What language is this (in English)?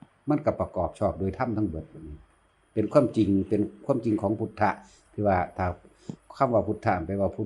Northeastern Thai